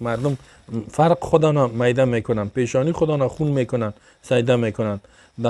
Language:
Persian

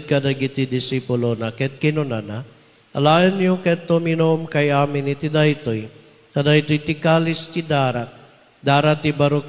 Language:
Iloko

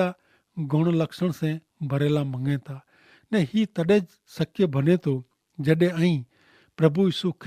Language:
Kachhi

